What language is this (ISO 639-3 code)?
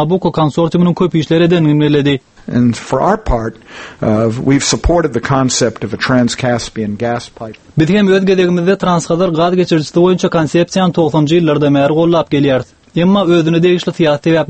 tuk